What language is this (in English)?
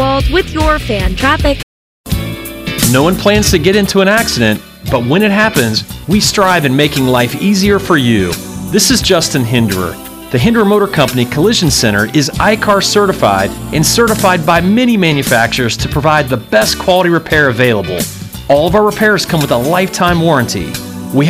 English